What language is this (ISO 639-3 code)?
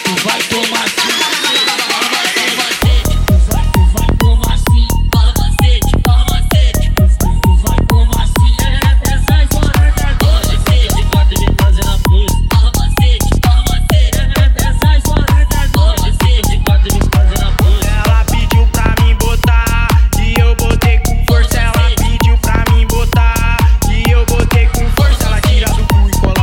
por